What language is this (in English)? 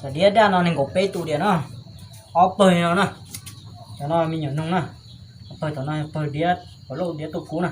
Hmong